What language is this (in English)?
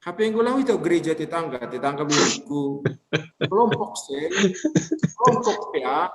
Batak Simalungun